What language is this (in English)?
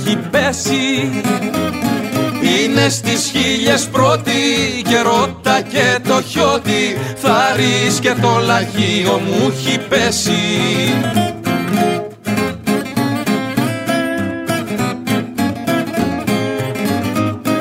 Greek